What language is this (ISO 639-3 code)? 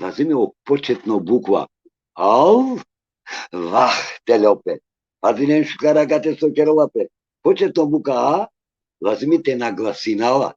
rmn